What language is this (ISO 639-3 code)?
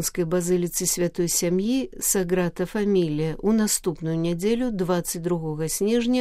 bel